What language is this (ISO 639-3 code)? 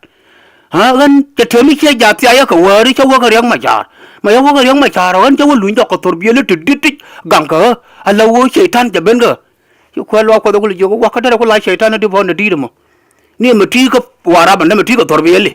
nus